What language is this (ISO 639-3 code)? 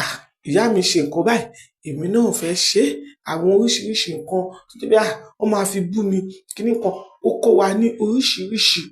yor